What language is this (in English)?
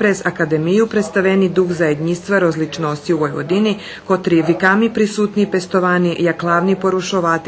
Rusyn